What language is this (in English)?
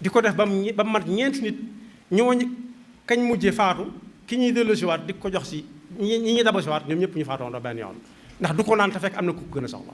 Wolof